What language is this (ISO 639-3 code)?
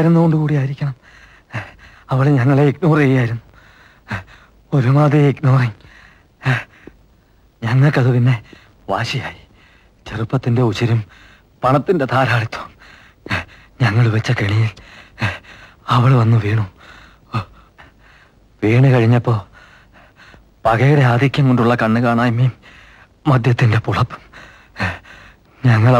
mal